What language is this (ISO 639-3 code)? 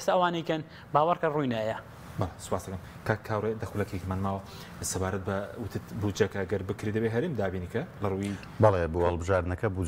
ckb